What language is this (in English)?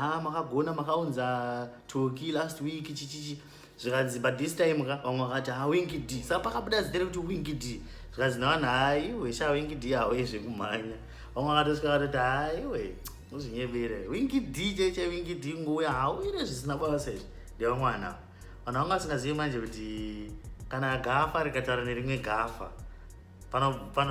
Shona